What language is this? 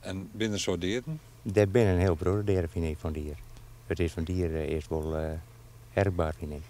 Western Frisian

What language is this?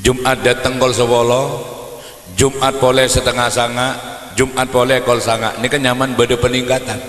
Madurese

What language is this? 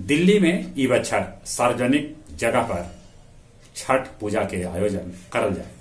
Magahi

